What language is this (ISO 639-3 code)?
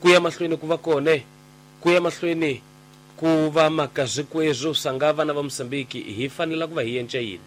tso